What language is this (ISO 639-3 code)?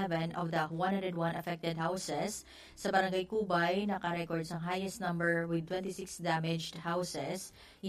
hil